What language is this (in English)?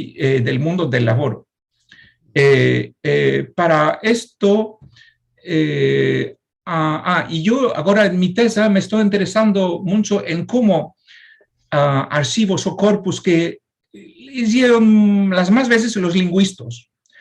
Ladino